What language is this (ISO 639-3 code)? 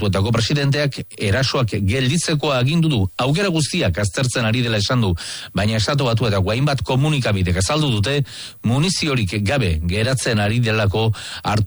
eus